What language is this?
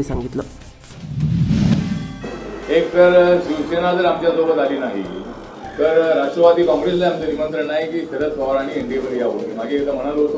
Marathi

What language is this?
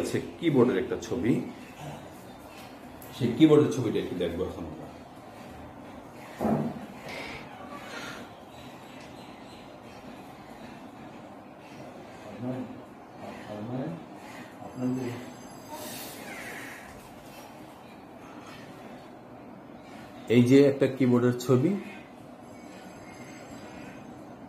Bangla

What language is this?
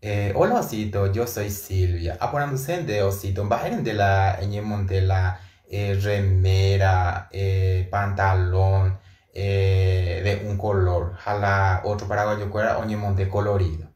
Guarani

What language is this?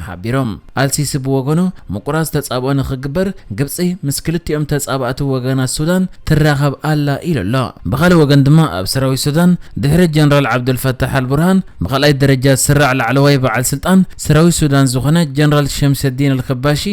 Tigrinya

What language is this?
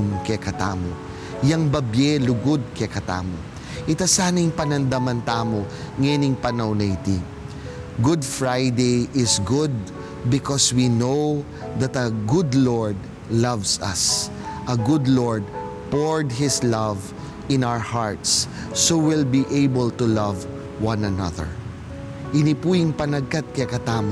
Pampanga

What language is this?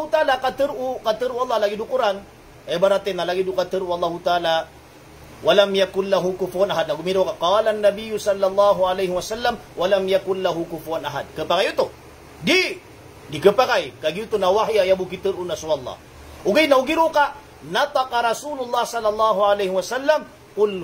Maranao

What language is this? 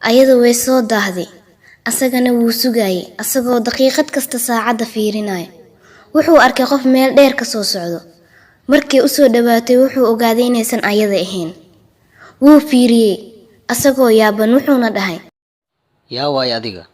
Somali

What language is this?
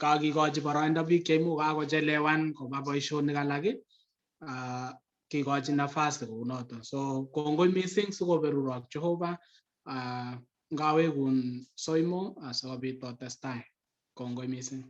Kalenjin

